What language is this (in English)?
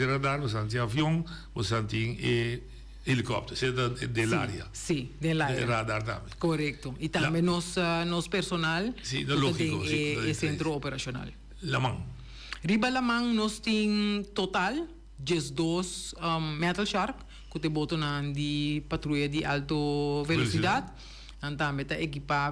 Papiamento